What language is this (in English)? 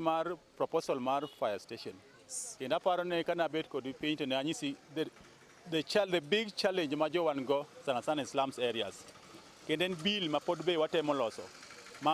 Luo (Kenya and Tanzania)